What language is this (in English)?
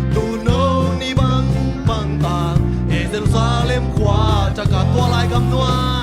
Tedim Chin